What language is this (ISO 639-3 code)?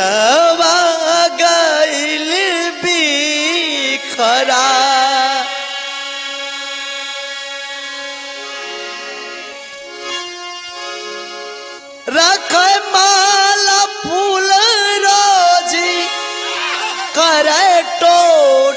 bho